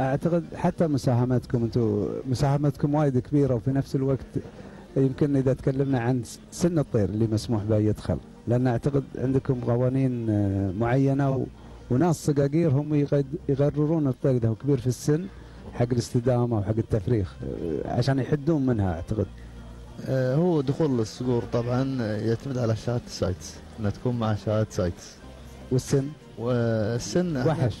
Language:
Gulf Arabic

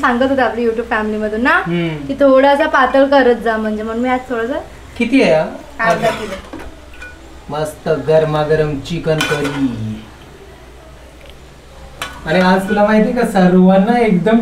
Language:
Marathi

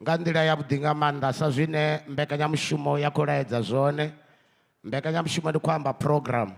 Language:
Venda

